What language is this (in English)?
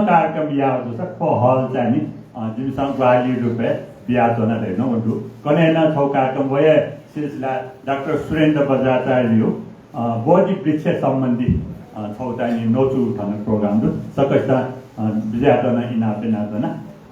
Newari